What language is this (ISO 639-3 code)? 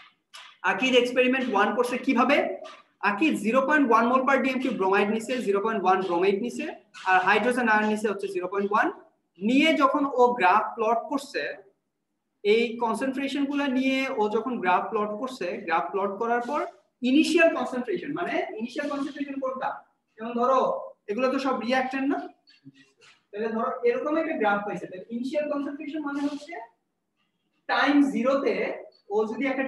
ben